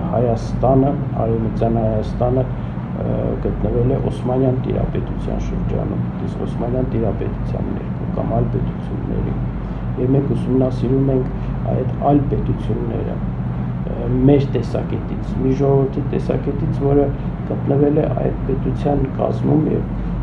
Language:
Armenian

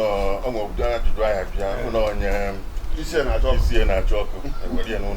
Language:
Igbo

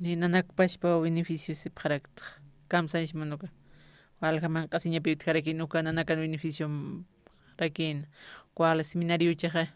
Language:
Aymara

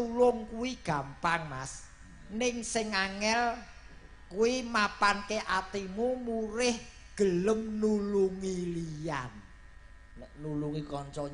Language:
Javanese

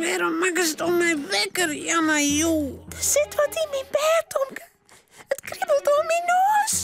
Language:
Western Frisian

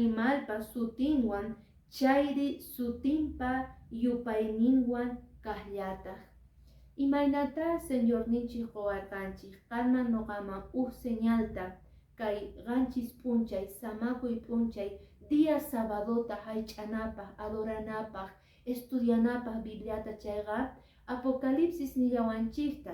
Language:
Quechua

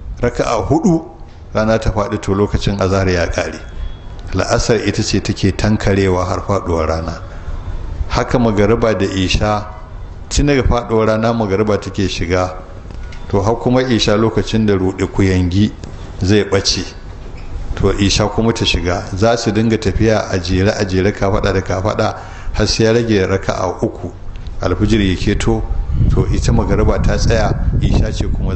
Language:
Hausa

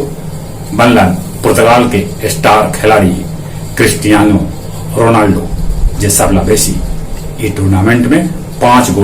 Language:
Magahi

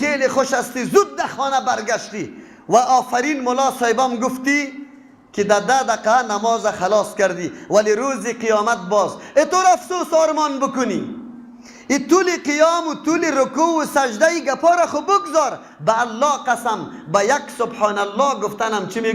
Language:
Persian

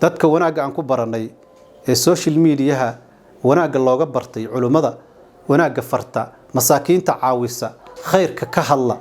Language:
Somali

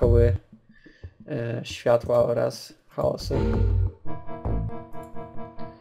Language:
Polish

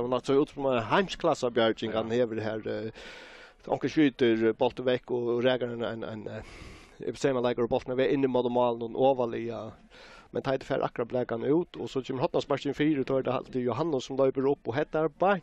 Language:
Faroese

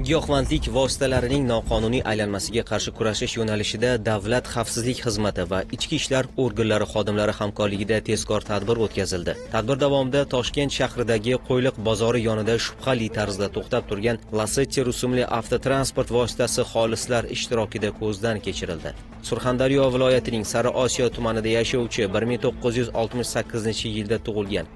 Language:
Uzbek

